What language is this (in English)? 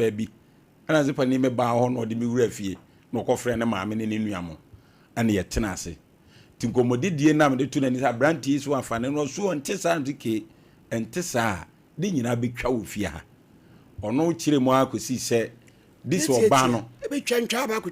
Akan